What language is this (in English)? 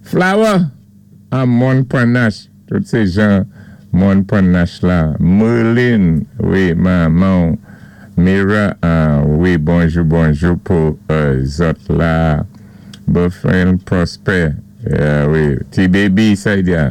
Saint Lucian Creole French